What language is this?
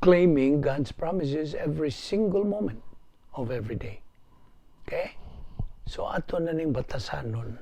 Cebuano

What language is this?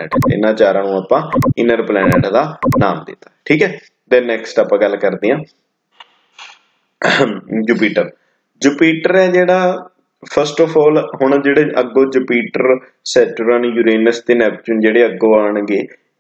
Punjabi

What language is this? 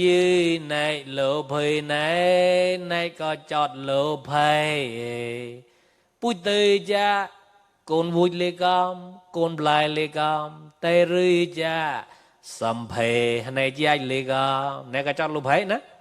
Mon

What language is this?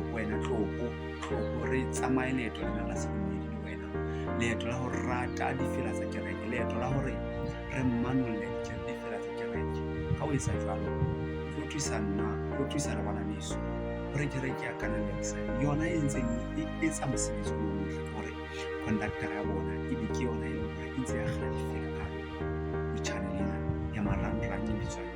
Southern Sotho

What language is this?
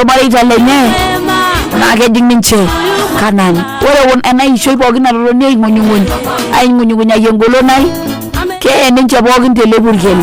Masai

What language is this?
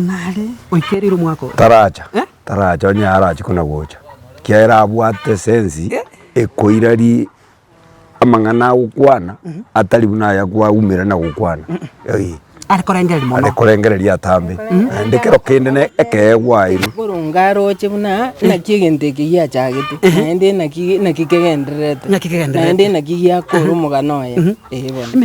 Gusii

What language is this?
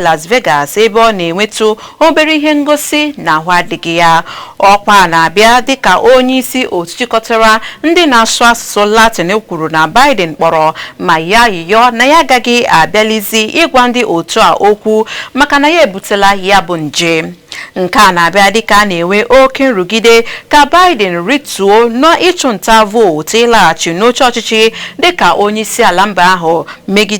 Igbo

